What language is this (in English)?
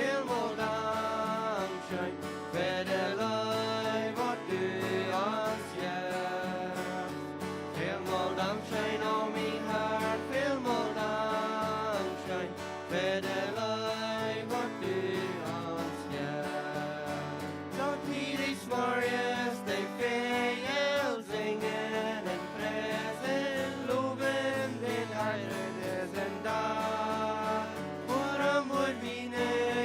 Plautdietsch